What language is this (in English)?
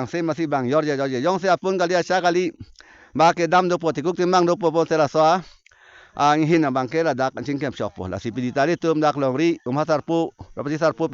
Karbi